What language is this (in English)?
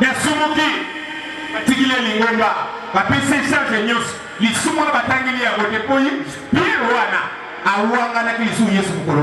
Lingala